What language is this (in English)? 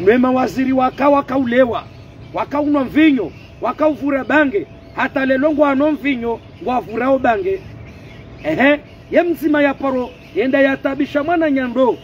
Ngazidja Comorian